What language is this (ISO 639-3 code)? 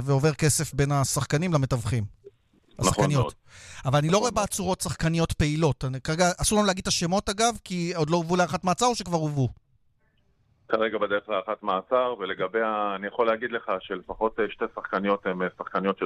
heb